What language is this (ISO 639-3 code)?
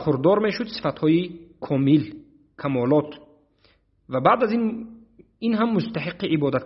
tgk